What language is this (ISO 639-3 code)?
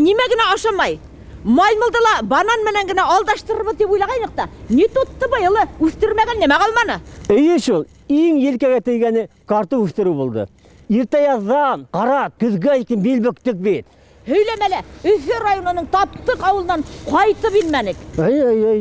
bak